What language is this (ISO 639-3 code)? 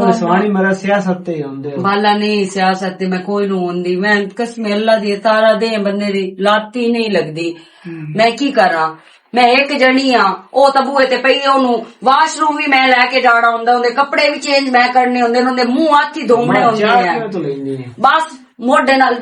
lah